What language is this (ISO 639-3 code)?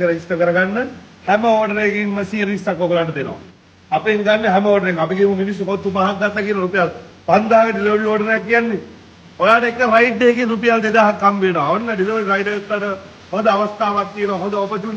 sin